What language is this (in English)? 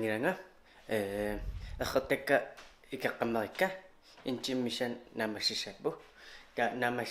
Kalaallisut